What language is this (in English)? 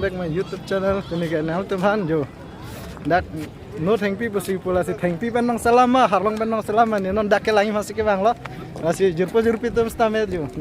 Karbi